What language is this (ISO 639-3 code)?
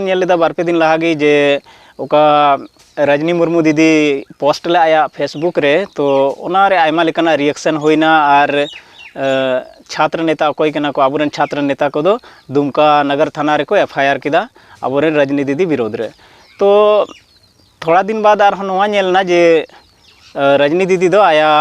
sat